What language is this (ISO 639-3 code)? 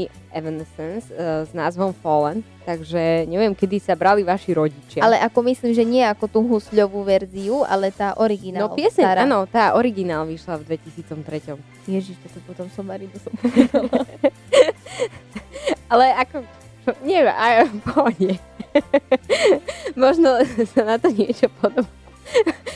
slk